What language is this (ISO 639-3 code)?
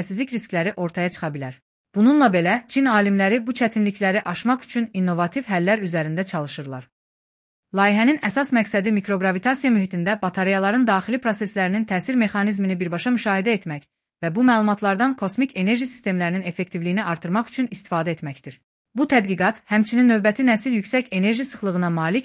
aze